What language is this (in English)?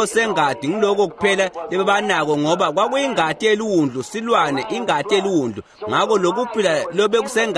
Swati